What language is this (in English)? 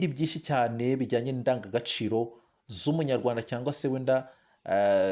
Kinyarwanda